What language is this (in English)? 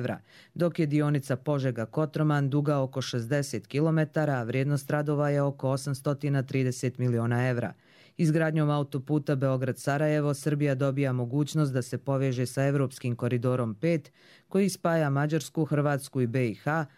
Croatian